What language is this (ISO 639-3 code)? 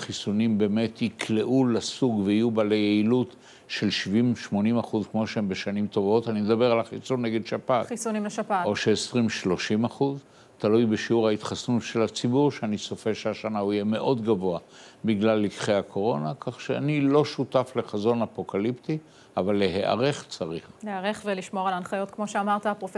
heb